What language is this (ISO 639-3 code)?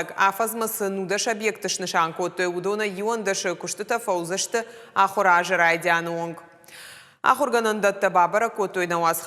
oss